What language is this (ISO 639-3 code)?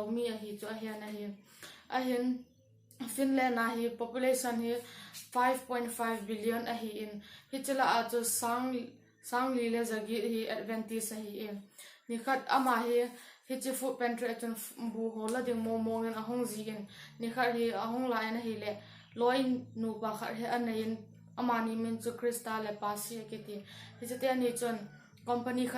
tcz